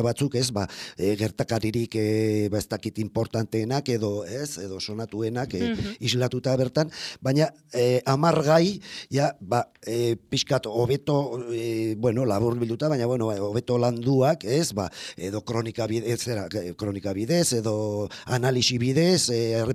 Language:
Basque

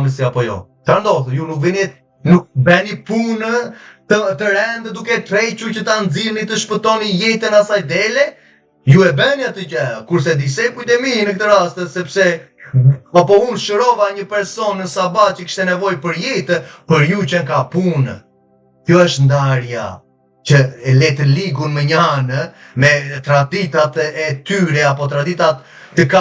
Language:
Albanian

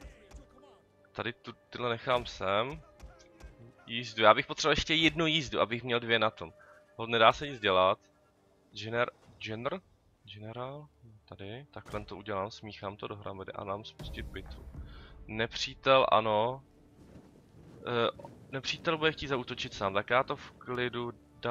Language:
Czech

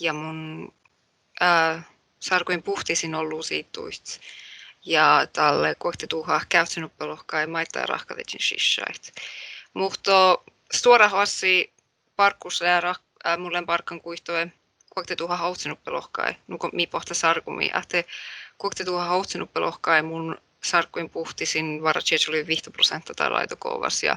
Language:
Northern Sami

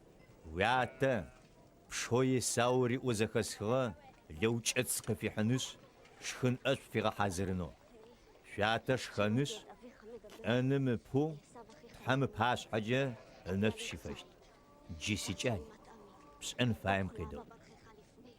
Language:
Adyghe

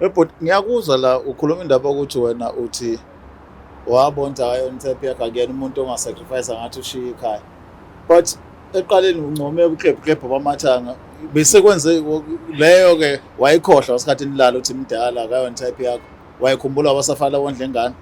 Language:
Zulu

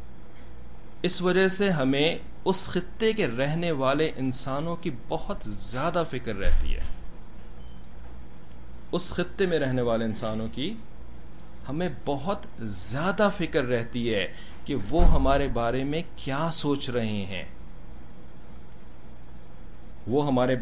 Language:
Urdu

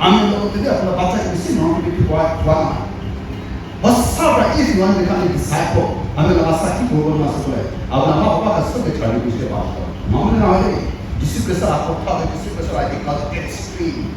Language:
Chokri Naga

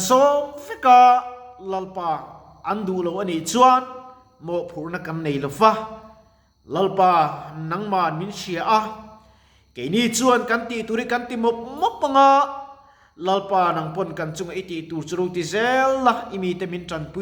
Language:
Mizo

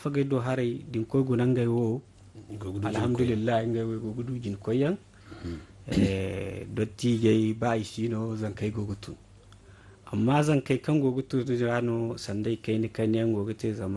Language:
Zarma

